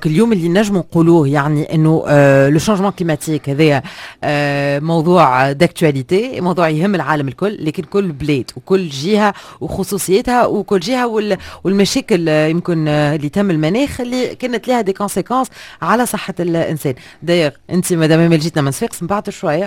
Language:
Tunisian Arabic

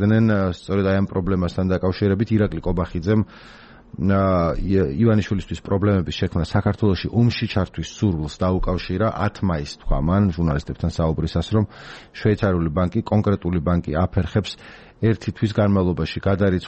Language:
Georgian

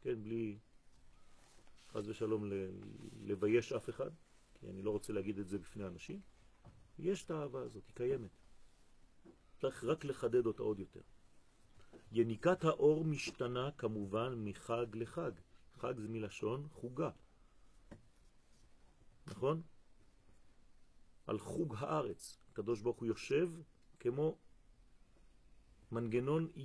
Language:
Hebrew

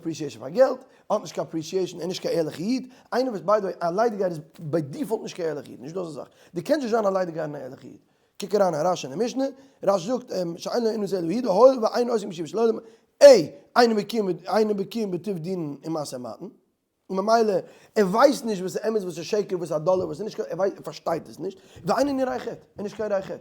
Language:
Yiddish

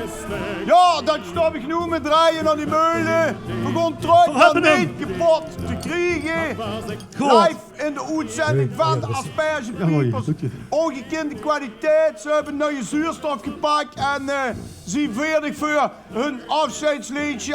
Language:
Limburgish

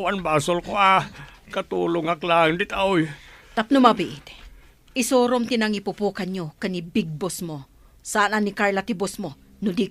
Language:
Iloko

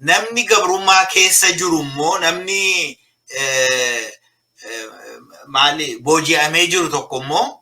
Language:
Oromo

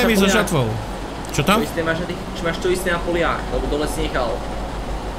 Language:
Slovak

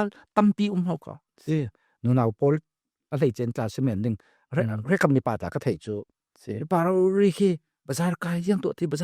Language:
Falam Chin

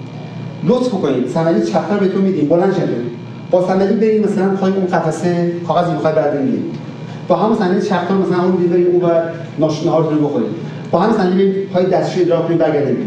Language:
Persian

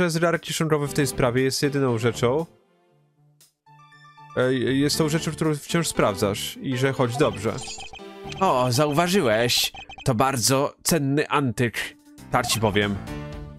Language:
Polish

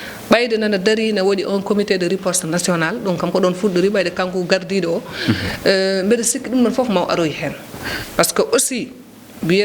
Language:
Fula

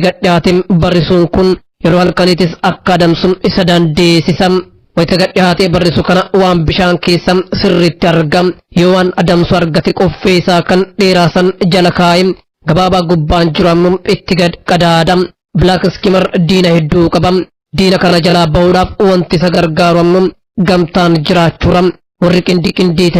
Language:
Oromo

